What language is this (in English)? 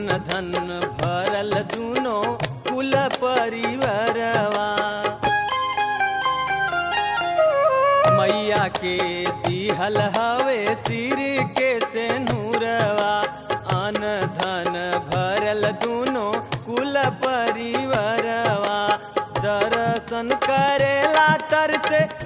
Bhojpuri